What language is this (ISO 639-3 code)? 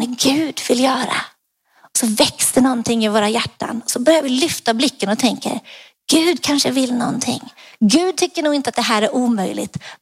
swe